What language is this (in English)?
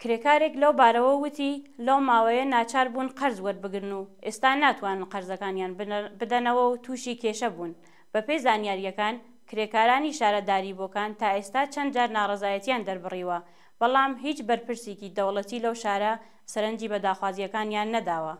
Central Kurdish